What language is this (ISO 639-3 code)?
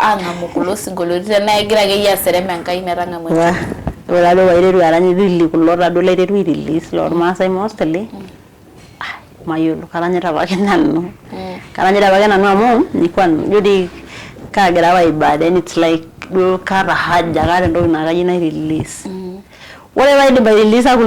mas